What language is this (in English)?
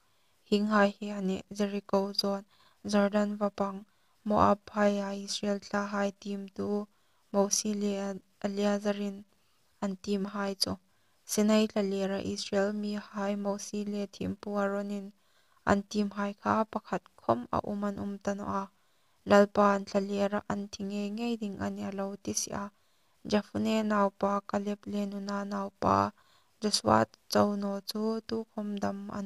Hmar